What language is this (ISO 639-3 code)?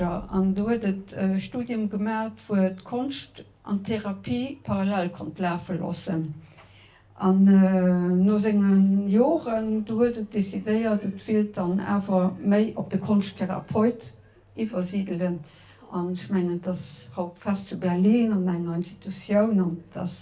ltz